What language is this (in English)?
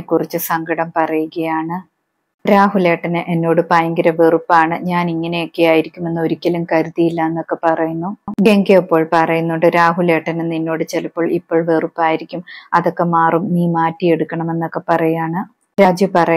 Malayalam